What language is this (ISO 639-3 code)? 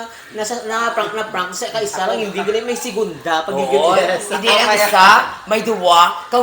hil